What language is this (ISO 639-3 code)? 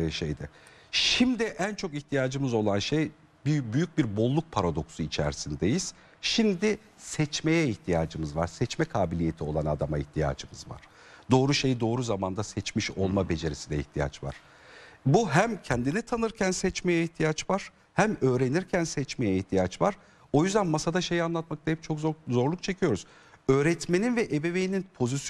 tur